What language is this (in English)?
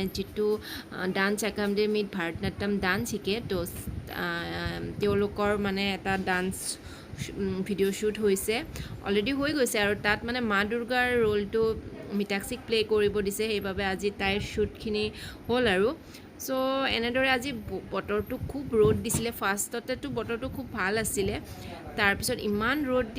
Assamese